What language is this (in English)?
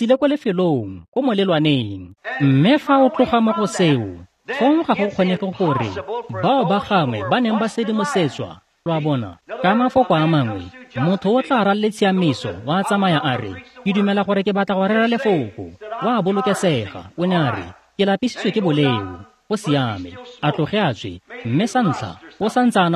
Tswana